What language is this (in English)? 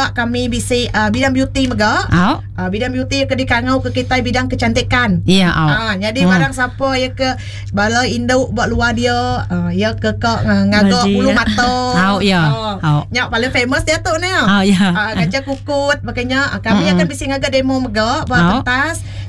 Iban